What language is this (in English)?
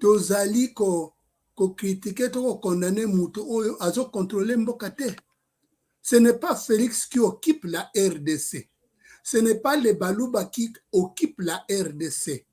Lingala